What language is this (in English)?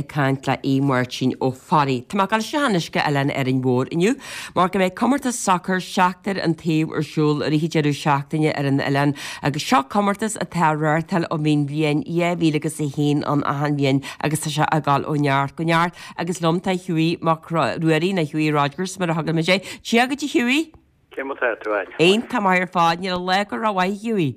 Irish